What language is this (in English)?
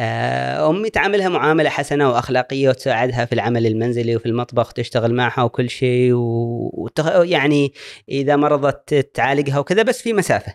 Gulf Arabic